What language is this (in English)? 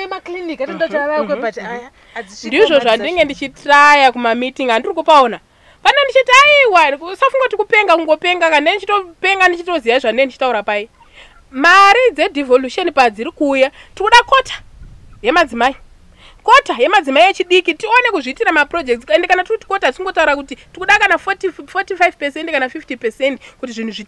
Shona